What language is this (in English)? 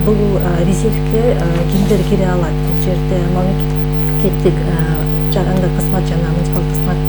Kyrgyz